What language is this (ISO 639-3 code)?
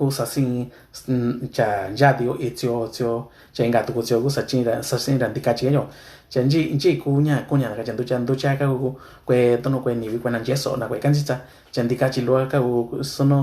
mix